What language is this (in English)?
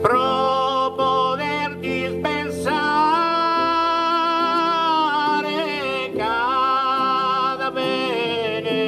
Sardinian